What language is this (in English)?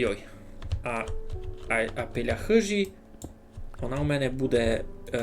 Rusyn